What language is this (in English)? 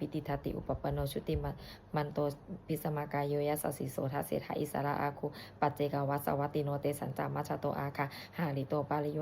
Pali